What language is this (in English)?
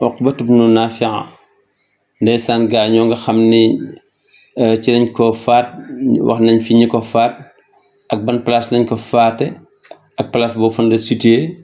Wolof